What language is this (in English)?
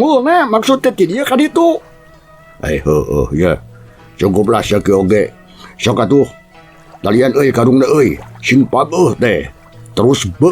Sundanese